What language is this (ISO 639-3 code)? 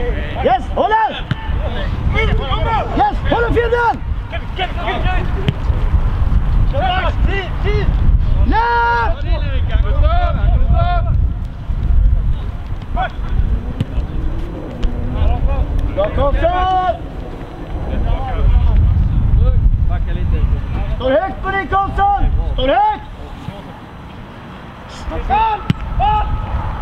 swe